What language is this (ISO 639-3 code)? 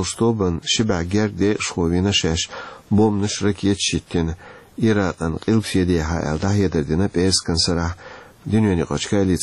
che